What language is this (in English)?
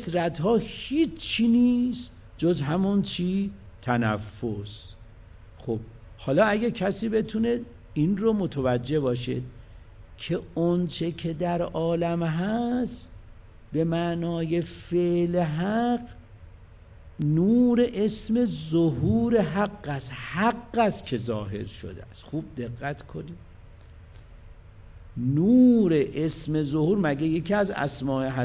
Persian